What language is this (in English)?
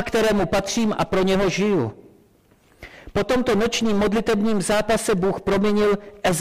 Czech